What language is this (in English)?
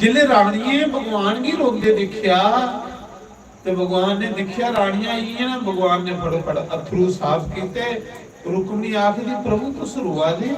Dogri